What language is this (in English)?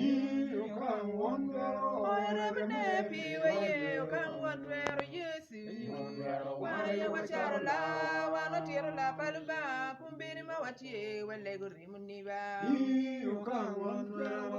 Acoli